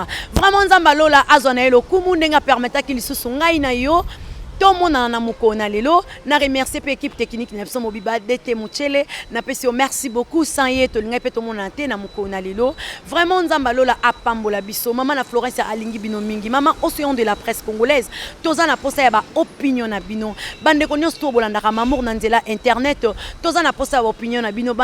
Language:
Lingala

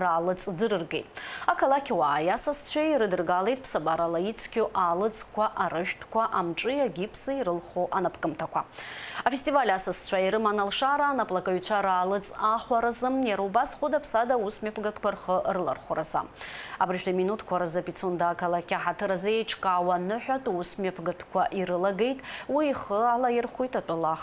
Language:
Abkhazian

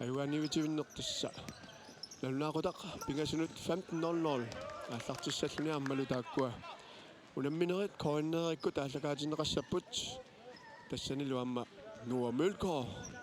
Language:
Kalaallisut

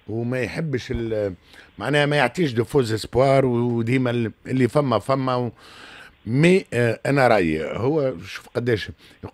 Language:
Tunisian Arabic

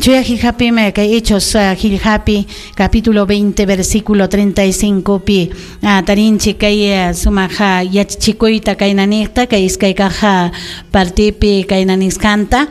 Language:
Ayacucho Quechua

